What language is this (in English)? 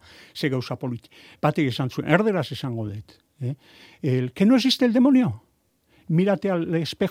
Basque